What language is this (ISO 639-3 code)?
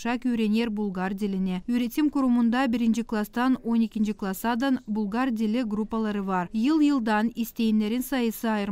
gag